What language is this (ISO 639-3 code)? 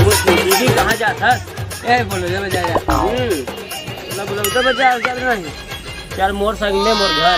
hne